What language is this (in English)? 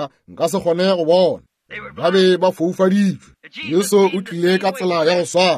Northern Sotho